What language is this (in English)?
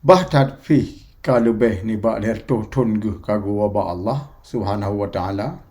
Achinese